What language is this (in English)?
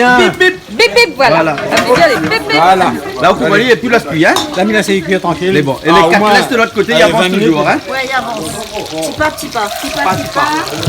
Réunion Creole French